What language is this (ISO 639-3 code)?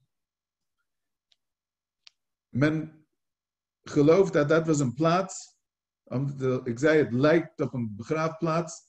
nld